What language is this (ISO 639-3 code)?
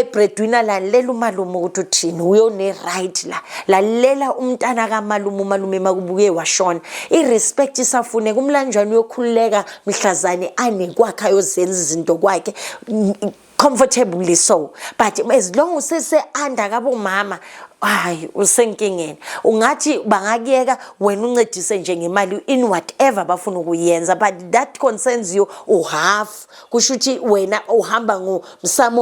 zul